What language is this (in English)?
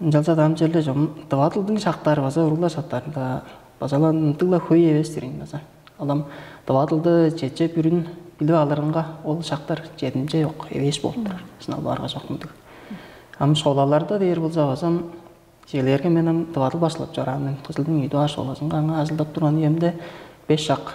Tuvinian